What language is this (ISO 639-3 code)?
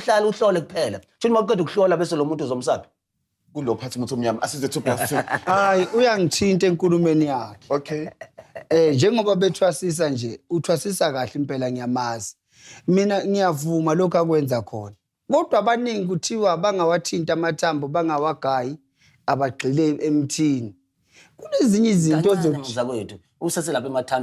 zul